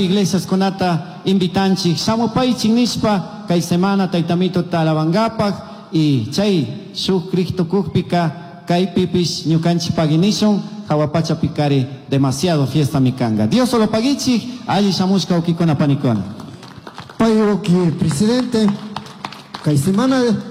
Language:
Chimborazo Highland Quichua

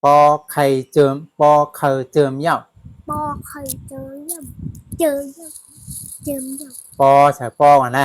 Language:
Shan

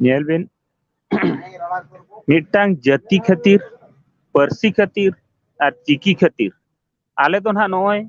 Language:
Santali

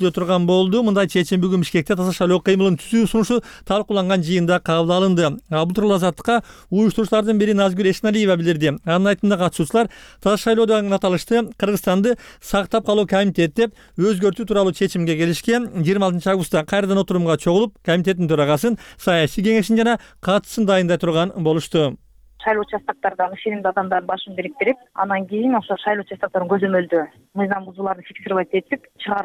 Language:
Kyrgyz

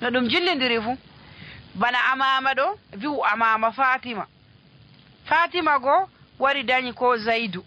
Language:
Nigerian Fulfulde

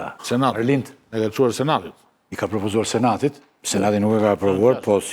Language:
Albanian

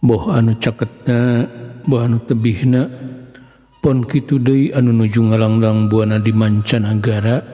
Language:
Sundanese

